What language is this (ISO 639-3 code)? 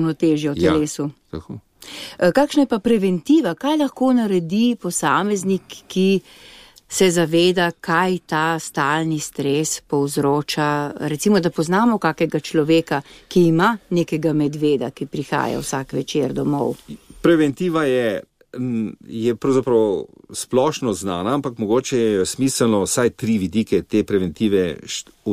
slv